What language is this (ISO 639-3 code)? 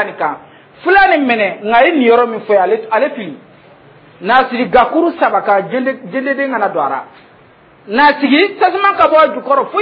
dyu